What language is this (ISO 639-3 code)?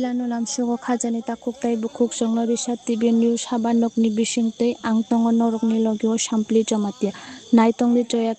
trp